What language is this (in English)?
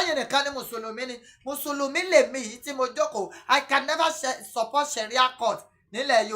Yoruba